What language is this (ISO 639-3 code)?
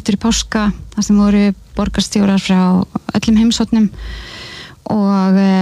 isl